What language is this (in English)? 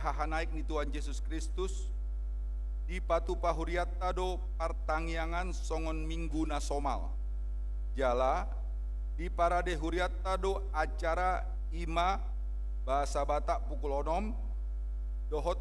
Batak Toba